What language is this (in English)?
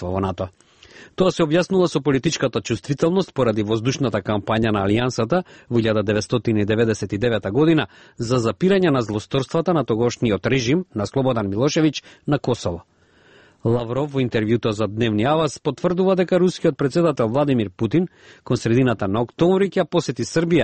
Macedonian